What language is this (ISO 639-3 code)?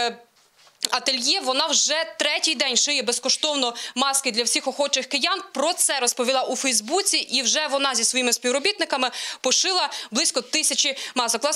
ukr